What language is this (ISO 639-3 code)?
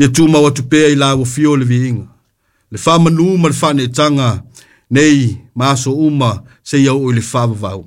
smo